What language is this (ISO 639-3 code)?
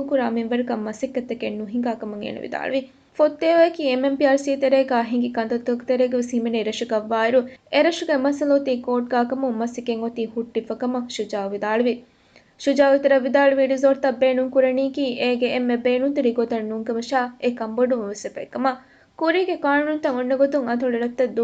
div